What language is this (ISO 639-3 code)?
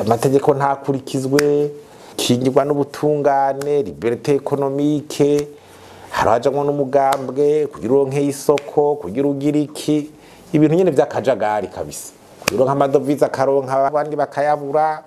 run